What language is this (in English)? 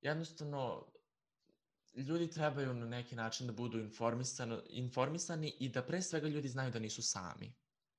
Serbian